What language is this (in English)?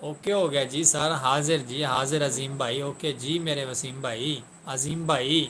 Saraiki